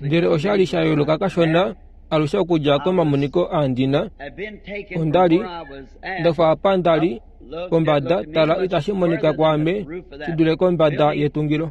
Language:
Kuanyama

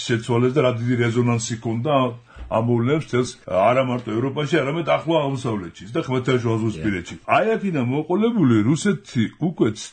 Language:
Georgian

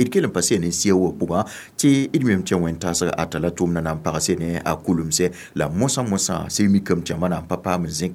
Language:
Mossi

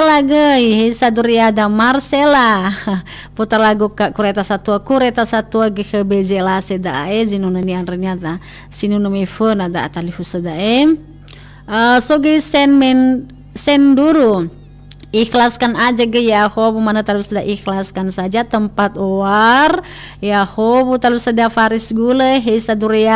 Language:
Nias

